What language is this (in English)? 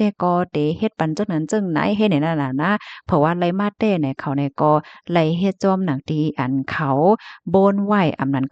Shan